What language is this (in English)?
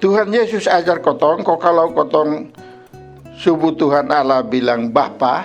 Kupang Malay